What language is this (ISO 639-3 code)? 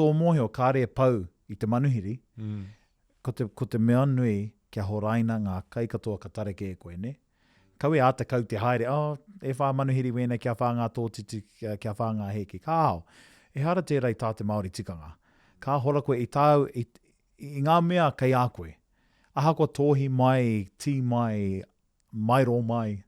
mri